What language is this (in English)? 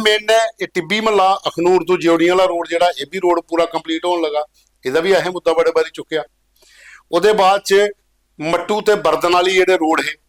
Dogri